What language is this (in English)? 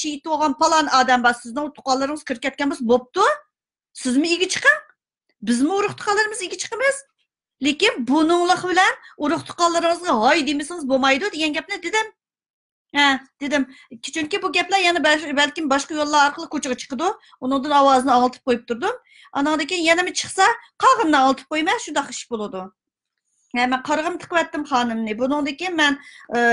Uyghur